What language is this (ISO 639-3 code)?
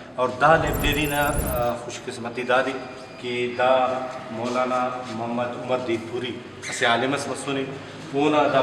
brh